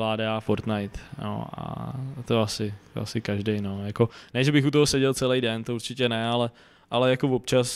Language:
Czech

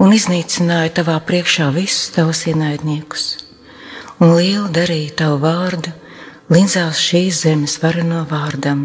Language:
Latvian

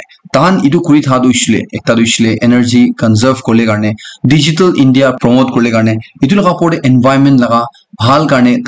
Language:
Naga Pidgin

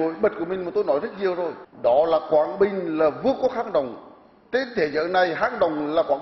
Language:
Vietnamese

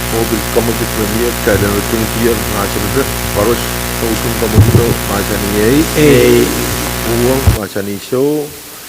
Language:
Pohnpeian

